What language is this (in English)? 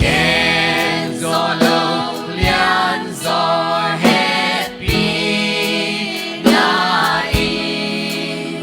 Tedim Chin